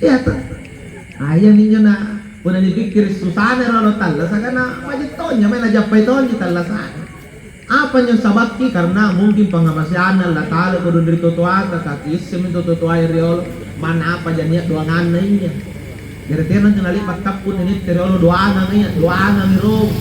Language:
Makasar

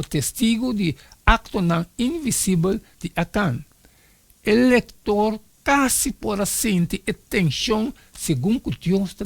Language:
Papiamento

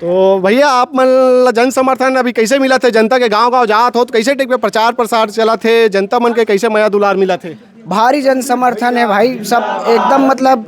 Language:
Chhattisgarhi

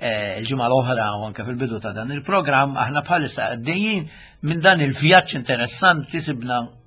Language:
Maltese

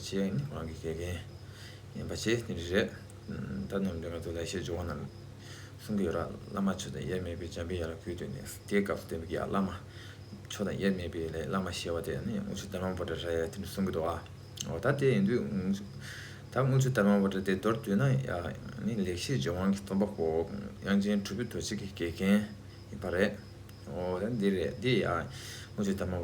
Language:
Tibetan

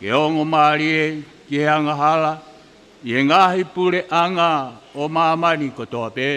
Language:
Tongan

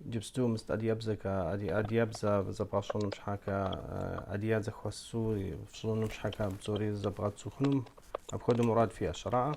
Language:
Kabardian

